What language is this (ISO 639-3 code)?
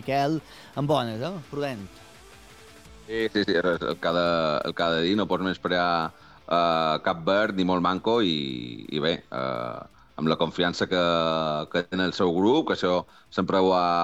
cat